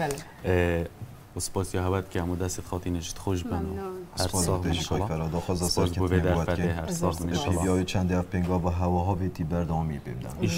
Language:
Kurdish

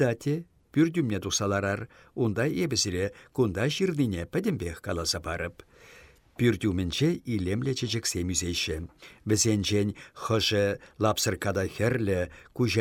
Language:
Chuvash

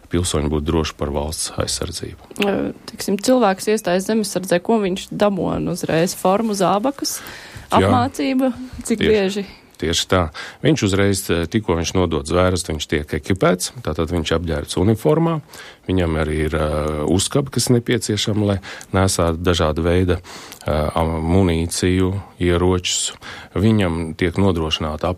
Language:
Latvian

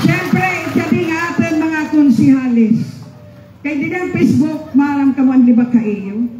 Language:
Waray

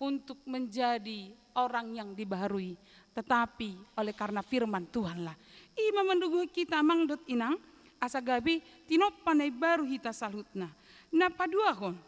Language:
Batak Toba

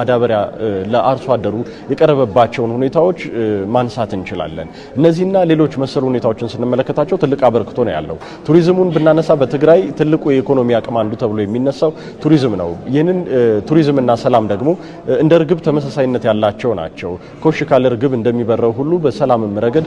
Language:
Amharic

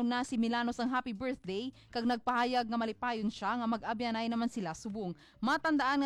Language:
Hiligaynon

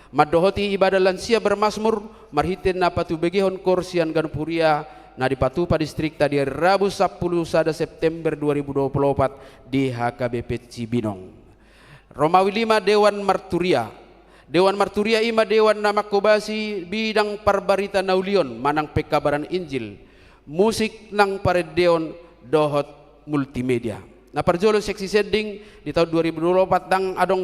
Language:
Batak Toba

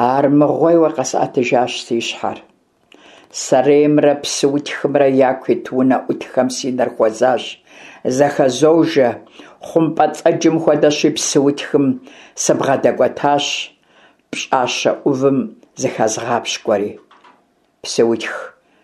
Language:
Kabardian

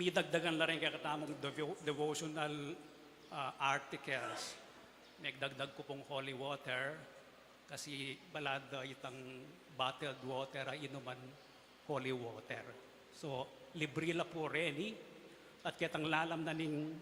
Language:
Pampanga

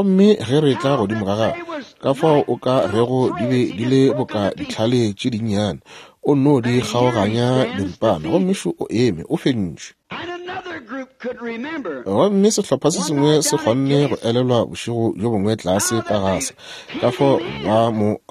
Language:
Northern Sotho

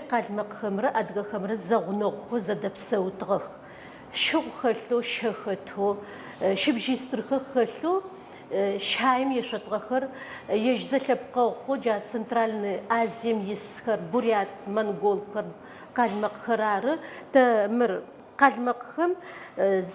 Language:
Adyghe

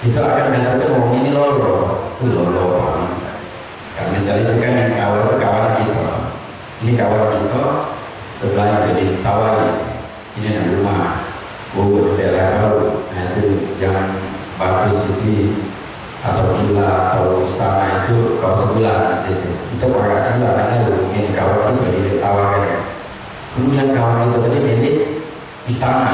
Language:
Musi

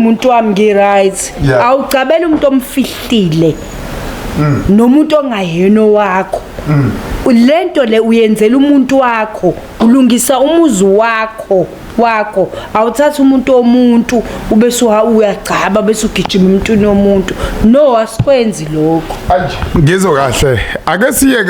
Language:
Zulu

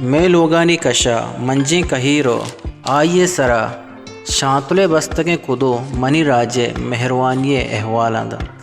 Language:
Baluchi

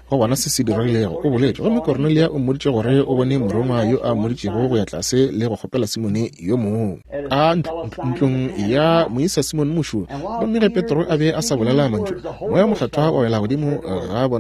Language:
Northern Sotho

